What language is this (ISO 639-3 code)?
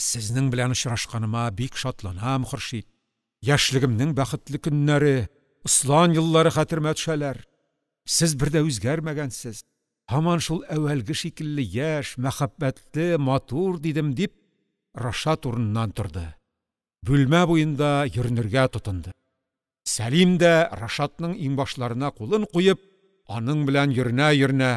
tat